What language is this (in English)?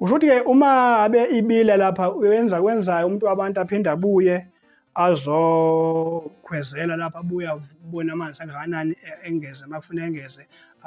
Zulu